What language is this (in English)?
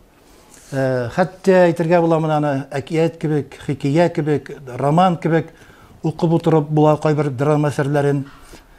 Tatar